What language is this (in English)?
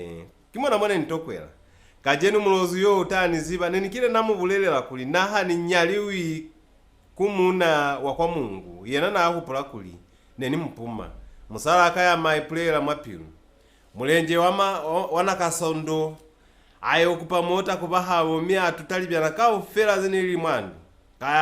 Lozi